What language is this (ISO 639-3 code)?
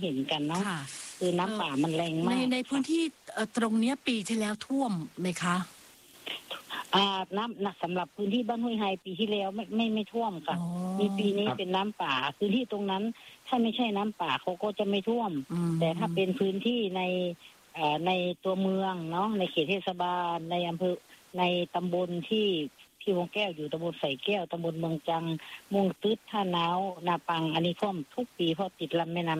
tha